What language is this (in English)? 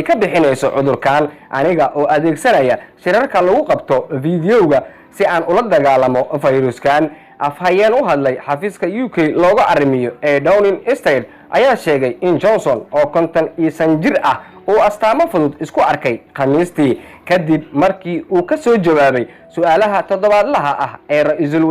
Somali